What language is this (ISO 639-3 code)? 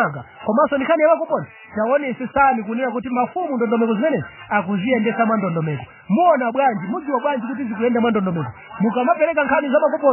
nya